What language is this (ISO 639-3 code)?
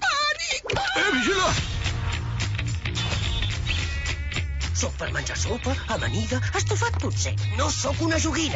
cat